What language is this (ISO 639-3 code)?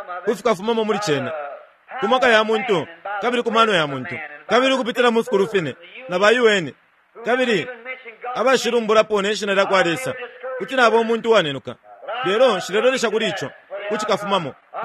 bem